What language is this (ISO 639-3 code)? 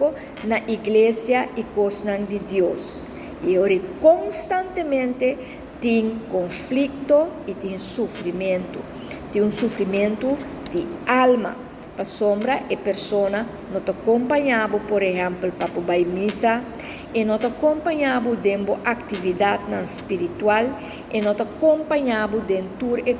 pap